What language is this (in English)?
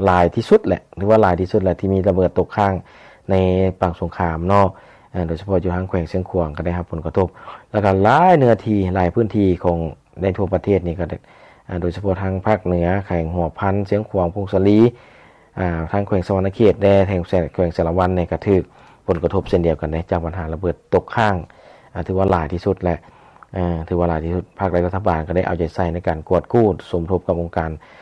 Lao